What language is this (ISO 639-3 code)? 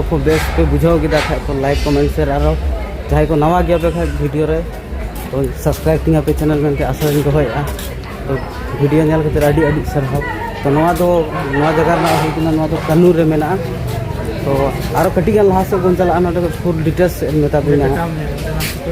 sat